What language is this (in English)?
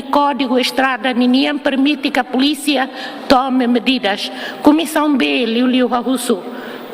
Tetum